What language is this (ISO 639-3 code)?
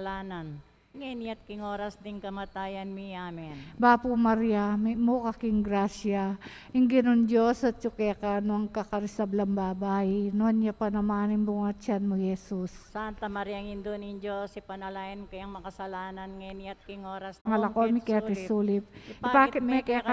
pam